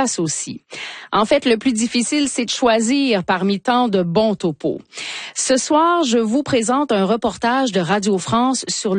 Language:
French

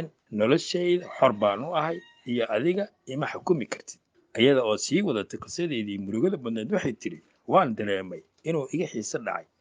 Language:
Somali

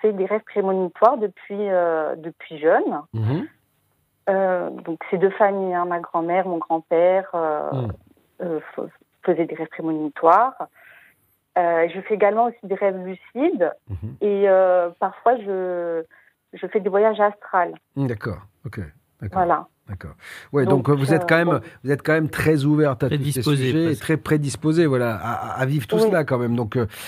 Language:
French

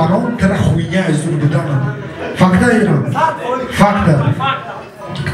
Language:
Tajik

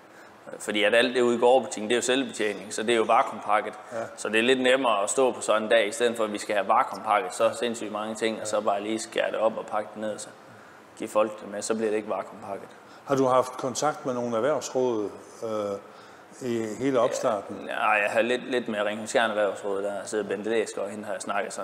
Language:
Danish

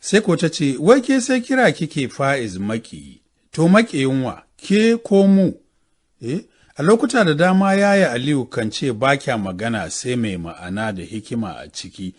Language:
Hausa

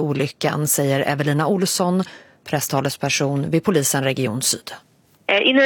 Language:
Swedish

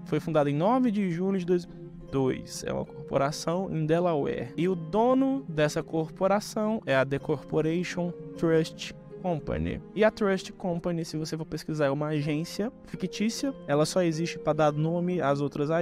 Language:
Portuguese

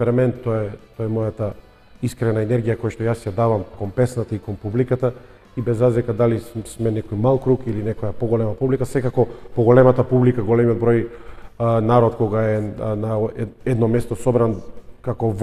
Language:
Macedonian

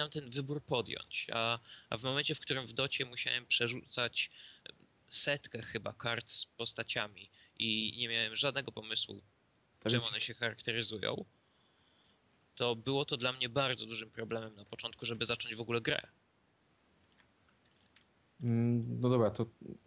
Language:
Polish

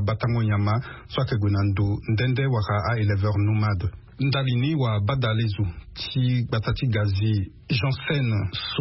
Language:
Sango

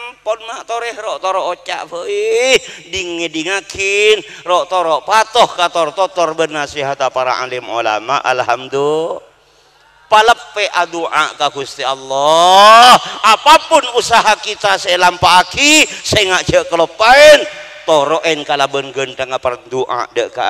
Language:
Madurese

